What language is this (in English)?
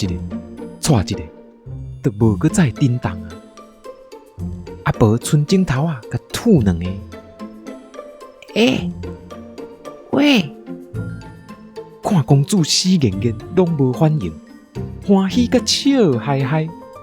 Min Nan Chinese